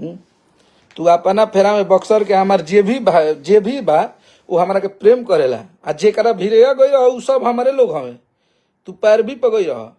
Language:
Bhojpuri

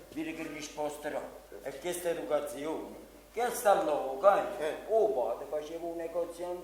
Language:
Neapolitan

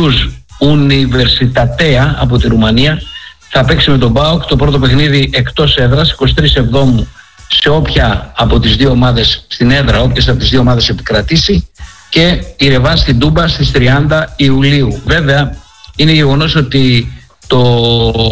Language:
Greek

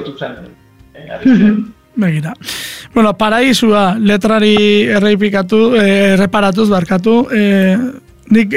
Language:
Basque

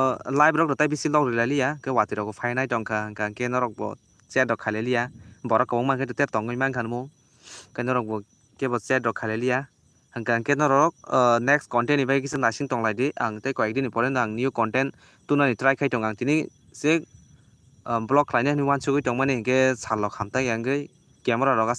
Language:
Kok Borok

